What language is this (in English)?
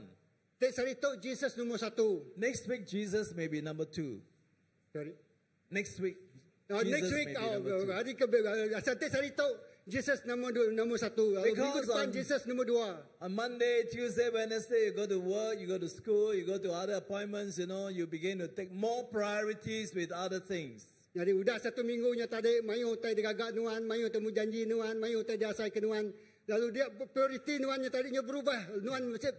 Iban